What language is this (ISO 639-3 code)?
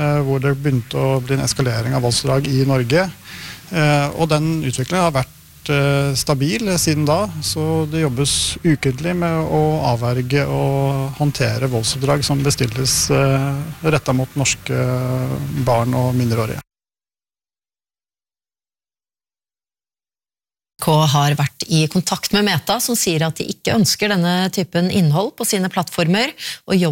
nor